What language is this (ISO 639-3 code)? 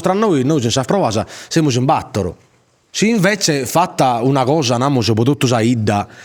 srd